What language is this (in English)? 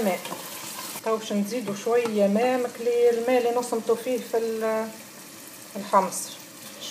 Tunisian Arabic